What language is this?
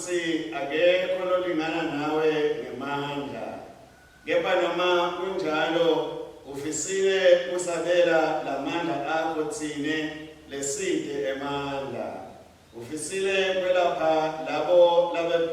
Swati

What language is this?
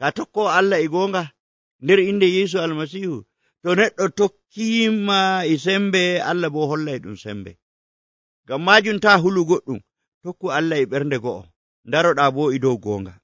Nigerian Fulfulde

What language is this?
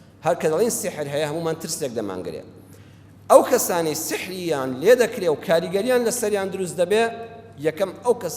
Central Kurdish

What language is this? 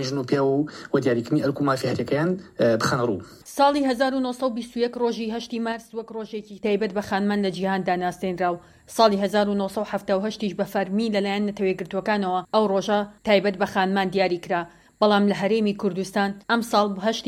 Central Kurdish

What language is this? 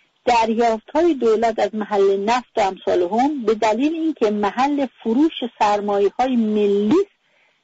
Persian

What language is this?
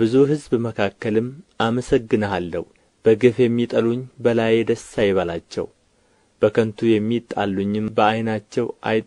Amharic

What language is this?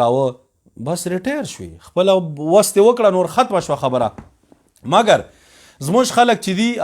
Pashto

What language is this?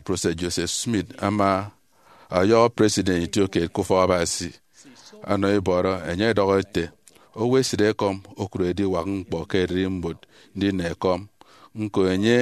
Efik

